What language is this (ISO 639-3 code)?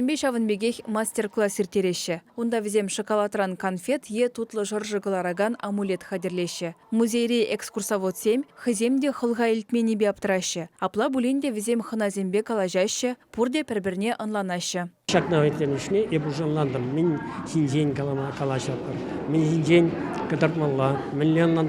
chv